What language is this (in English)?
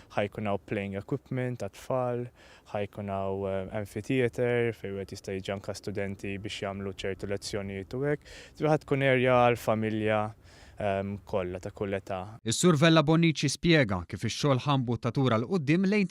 Maltese